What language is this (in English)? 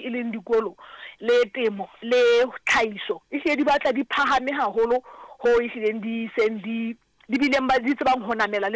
Southern Sotho